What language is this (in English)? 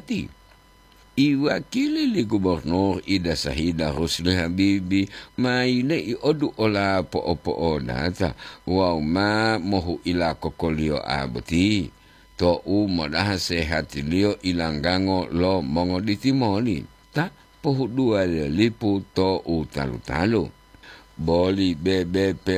Gorontalo